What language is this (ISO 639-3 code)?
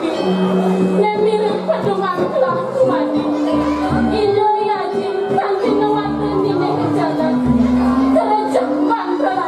ban